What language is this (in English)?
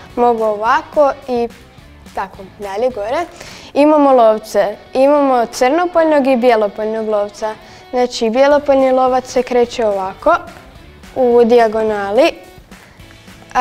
Croatian